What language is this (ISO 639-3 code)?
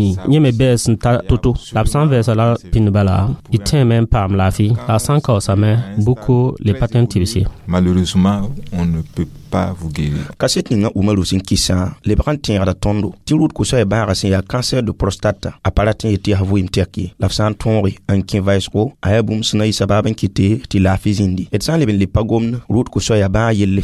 mos